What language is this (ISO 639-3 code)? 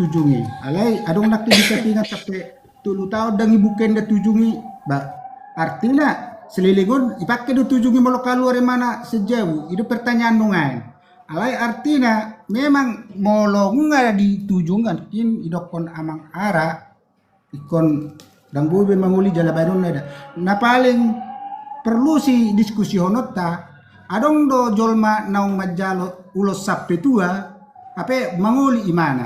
bbc